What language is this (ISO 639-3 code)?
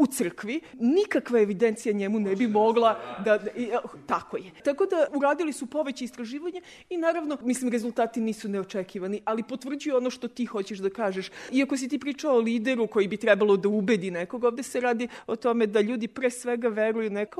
srp